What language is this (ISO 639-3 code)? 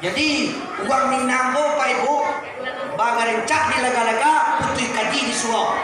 min